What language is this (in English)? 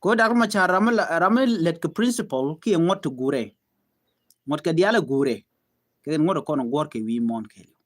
Nuer